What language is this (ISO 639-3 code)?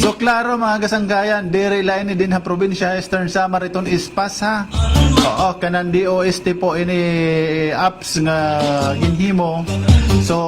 war